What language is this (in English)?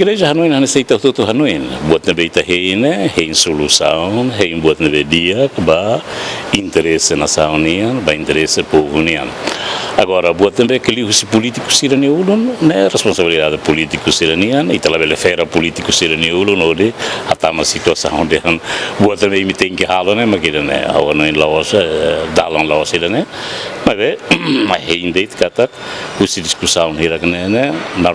Tetum